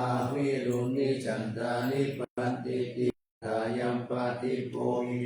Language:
Pali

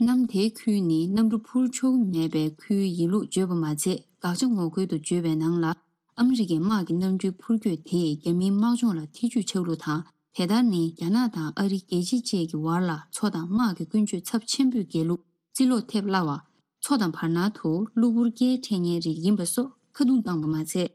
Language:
Tibetan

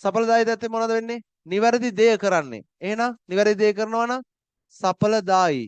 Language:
Sinhala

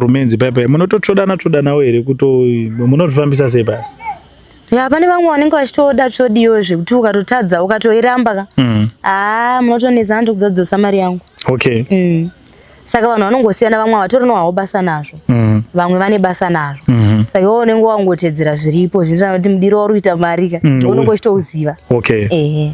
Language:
Shona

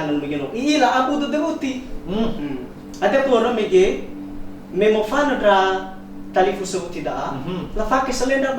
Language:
Nias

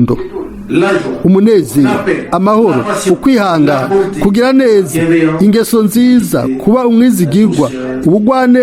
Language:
Rundi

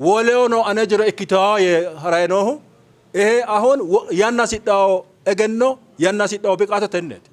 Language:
Sidamo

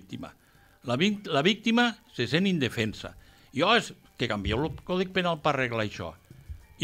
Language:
Catalan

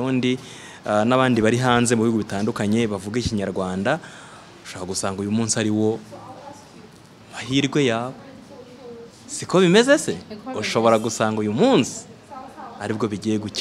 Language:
Kinyarwanda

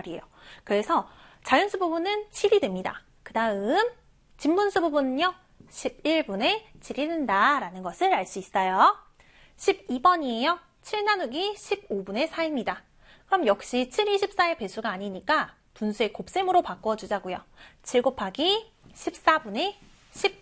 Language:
Korean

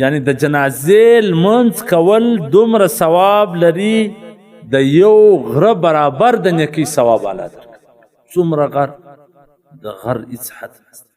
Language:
Pashto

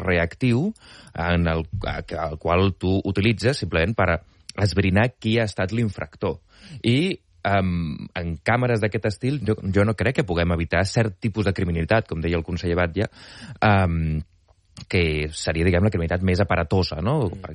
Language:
Catalan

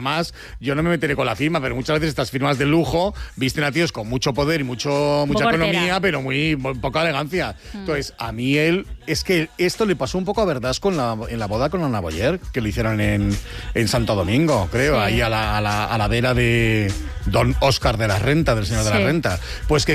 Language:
Spanish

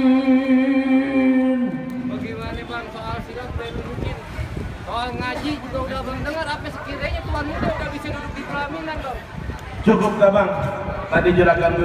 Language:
Betawi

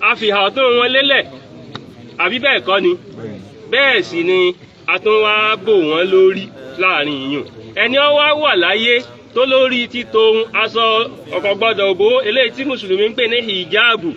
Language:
Yoruba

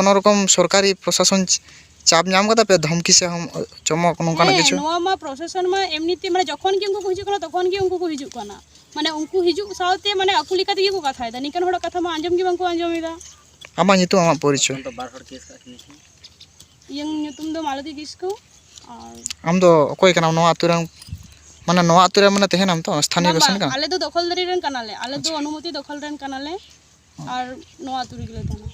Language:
Santali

